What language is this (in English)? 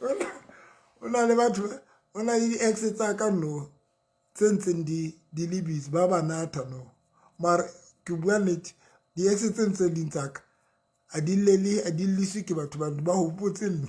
Southern Sotho